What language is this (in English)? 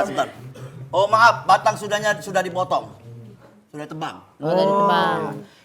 Musi